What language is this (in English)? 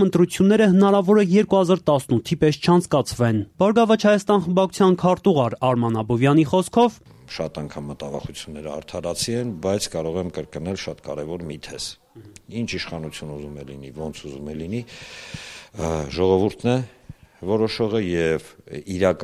Armenian